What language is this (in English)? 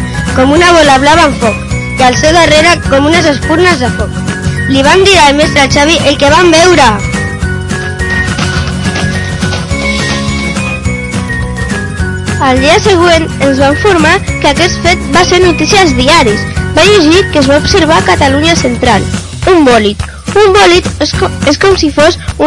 Catalan